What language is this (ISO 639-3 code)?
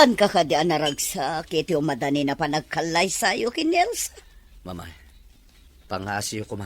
ilo